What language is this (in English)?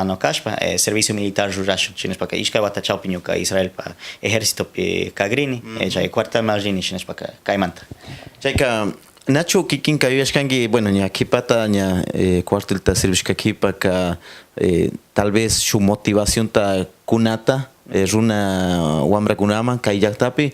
Cañar Highland Quichua